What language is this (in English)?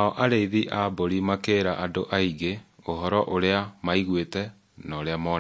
Kikuyu